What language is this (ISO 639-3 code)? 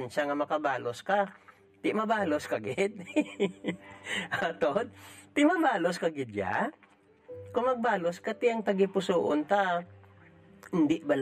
hil